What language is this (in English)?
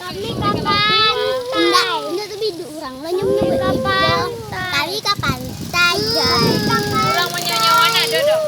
Minangkabau